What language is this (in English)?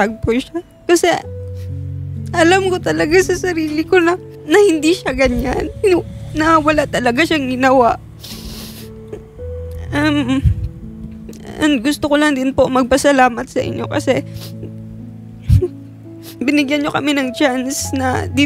Filipino